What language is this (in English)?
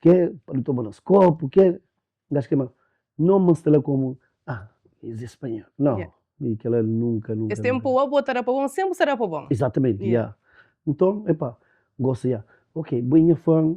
Kabuverdianu